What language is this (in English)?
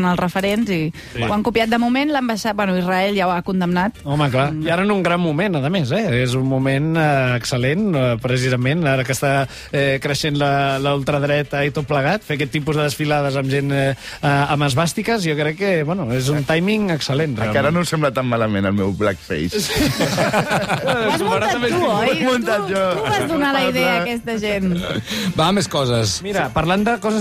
Catalan